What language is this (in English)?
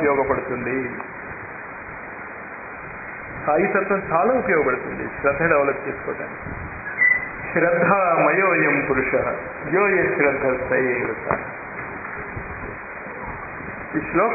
Telugu